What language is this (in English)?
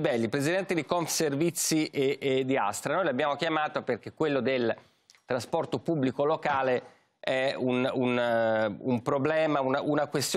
Italian